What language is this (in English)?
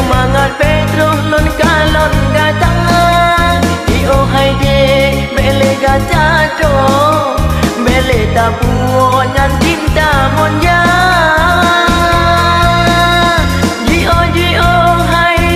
Achinese